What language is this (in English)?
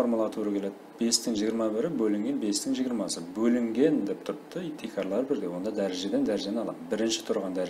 Kara-Kalpak